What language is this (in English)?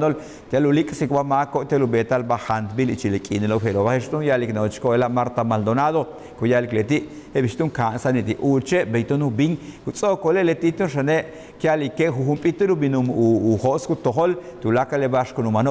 Yucateco